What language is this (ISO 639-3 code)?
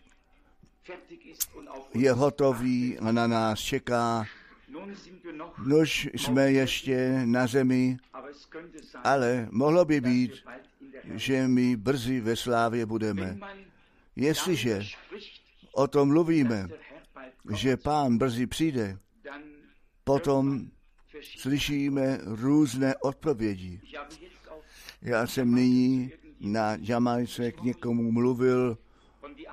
ces